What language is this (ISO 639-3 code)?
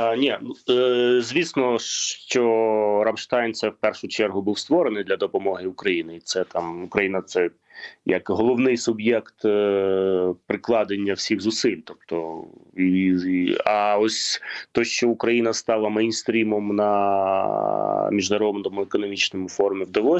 ukr